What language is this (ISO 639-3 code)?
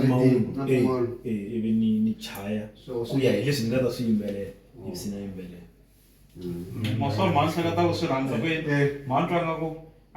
tso